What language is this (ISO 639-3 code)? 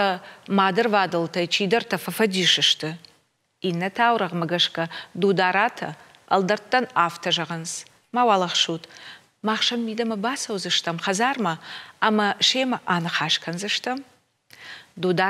oss